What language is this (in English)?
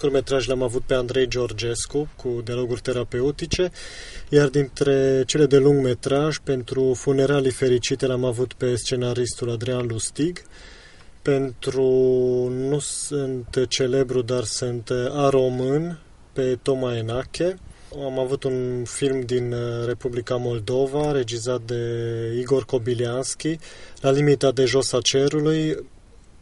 Romanian